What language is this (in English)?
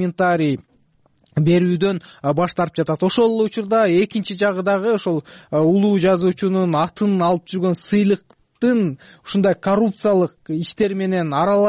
Kyrgyz